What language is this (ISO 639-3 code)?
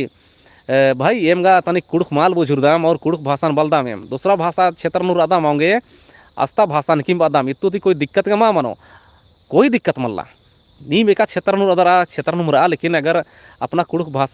kru